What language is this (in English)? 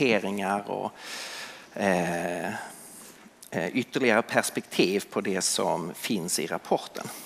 Swedish